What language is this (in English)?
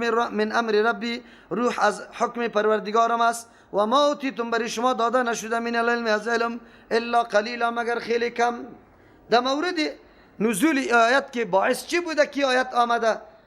Persian